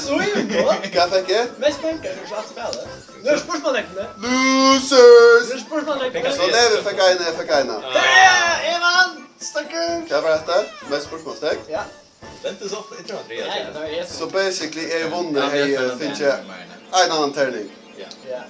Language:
Faroese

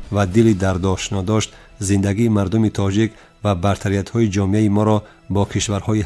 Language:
Tajik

